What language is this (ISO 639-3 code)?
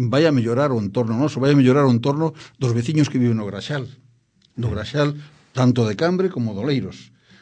glg